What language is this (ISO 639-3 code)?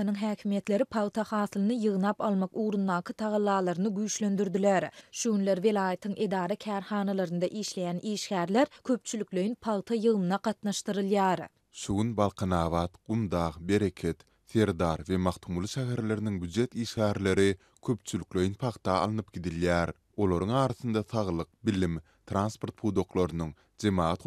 tuk